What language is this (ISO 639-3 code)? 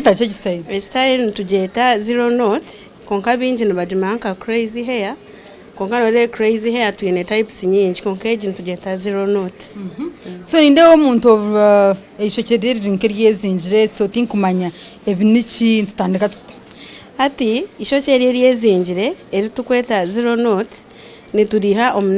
nyn